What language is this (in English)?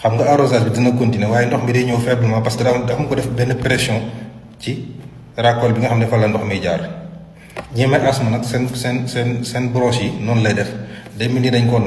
Wolof